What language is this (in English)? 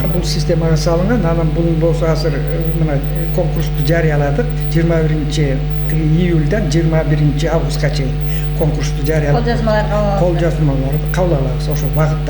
Kyrgyz